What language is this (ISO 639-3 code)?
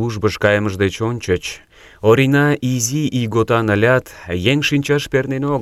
chm